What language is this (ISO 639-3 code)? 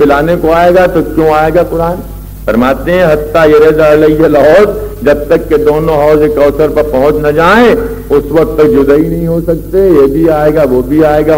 urd